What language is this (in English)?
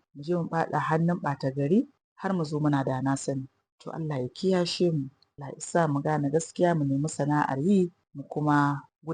Hausa